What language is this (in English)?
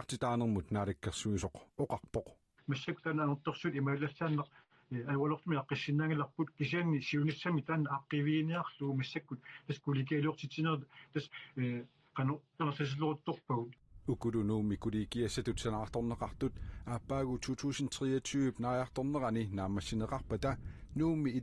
Kalaallisut